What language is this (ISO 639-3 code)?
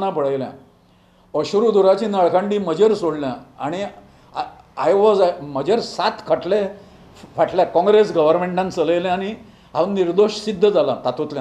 kok